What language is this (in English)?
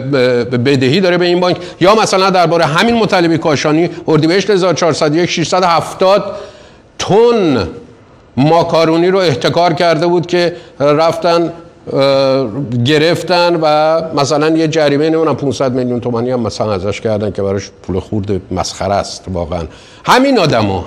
Persian